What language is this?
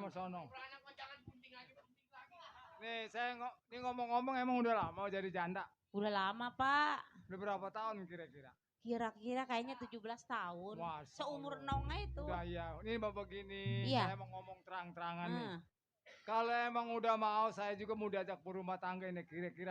Betawi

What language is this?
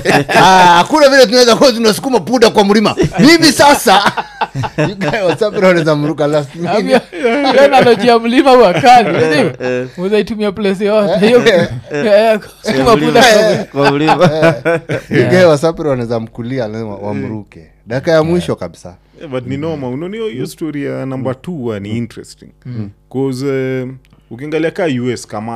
Swahili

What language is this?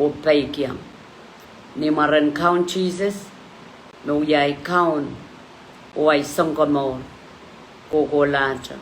Pohnpeian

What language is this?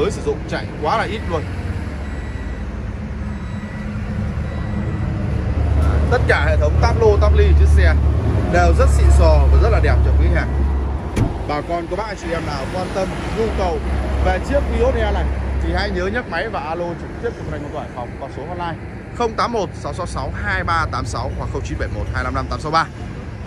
Vietnamese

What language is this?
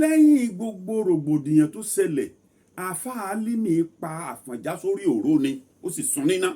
Yoruba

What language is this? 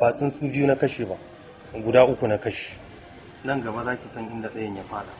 Hausa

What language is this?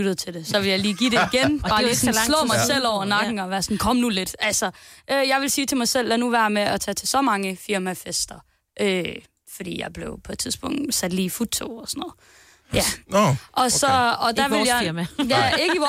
Danish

